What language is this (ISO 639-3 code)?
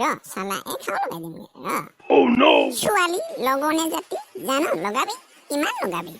asm